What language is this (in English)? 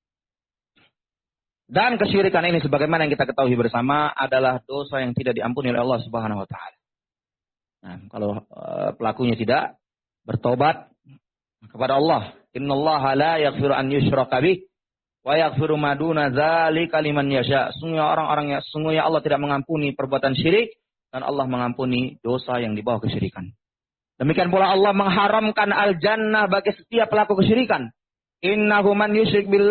Indonesian